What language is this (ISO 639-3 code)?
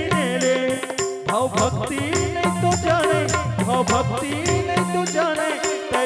hne